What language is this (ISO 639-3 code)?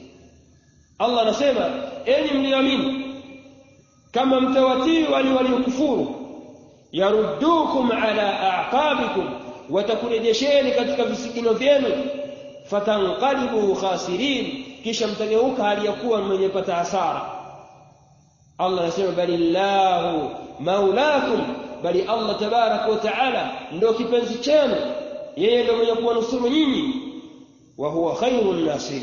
swa